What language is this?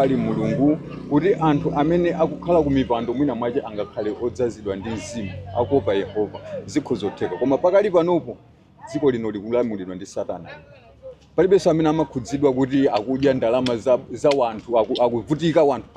Nyanja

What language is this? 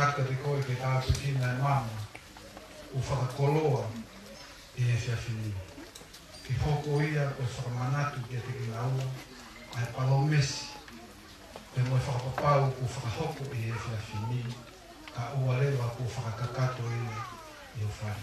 Tongan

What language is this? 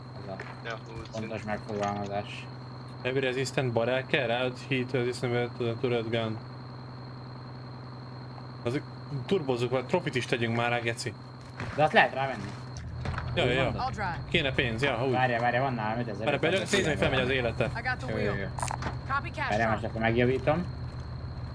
Hungarian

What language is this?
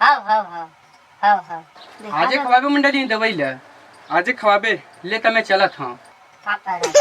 Chhattisgarhi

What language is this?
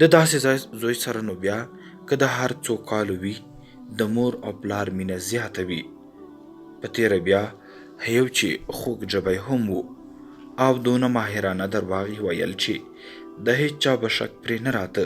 Pashto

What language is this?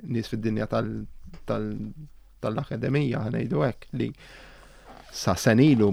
Maltese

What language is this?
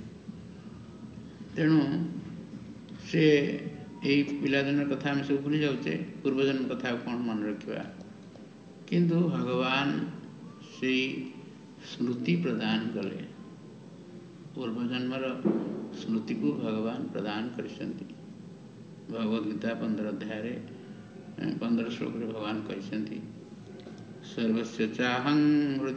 Odia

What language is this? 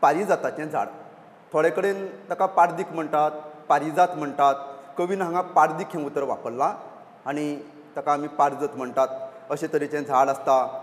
Konkani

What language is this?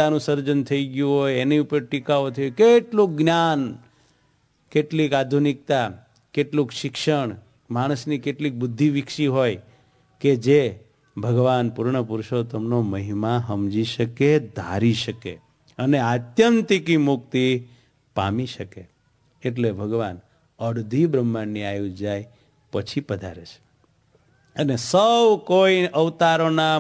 Gujarati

